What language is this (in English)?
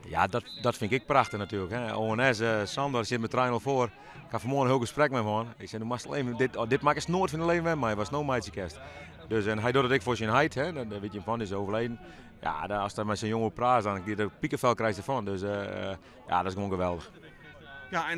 Western Frisian